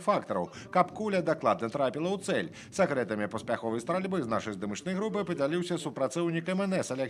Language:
Belarusian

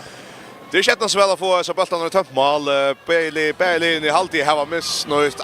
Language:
Faroese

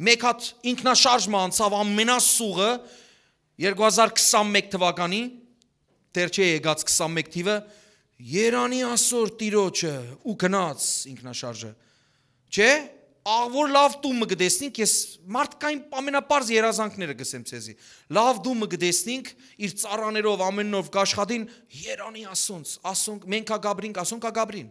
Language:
Western Armenian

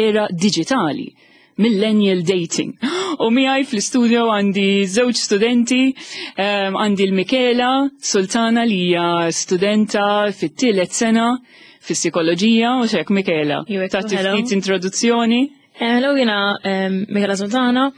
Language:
Maltese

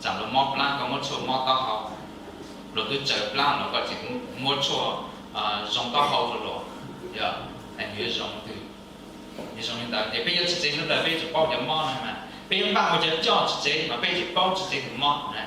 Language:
Hmong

